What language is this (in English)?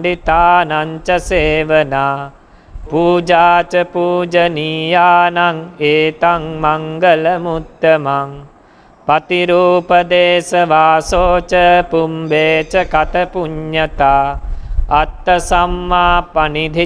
Pali